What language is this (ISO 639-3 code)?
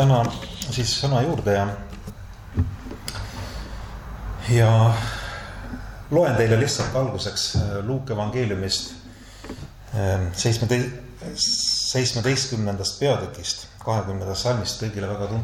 est